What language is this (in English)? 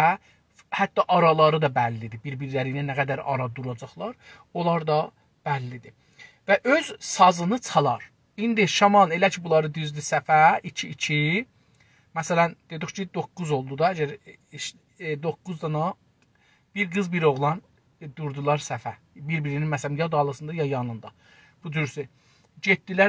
South Azerbaijani